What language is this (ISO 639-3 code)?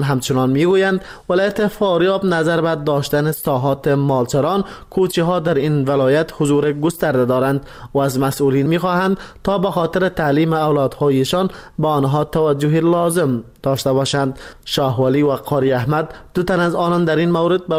fas